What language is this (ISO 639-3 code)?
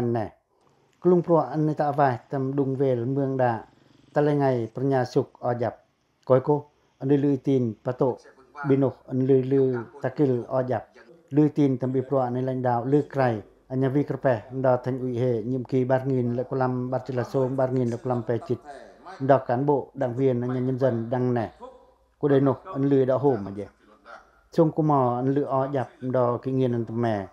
pac